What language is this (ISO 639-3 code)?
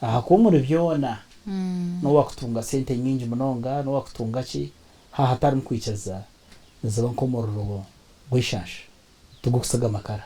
nyn